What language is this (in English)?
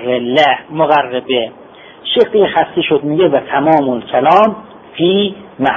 Persian